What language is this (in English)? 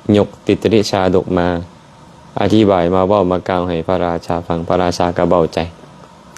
Lao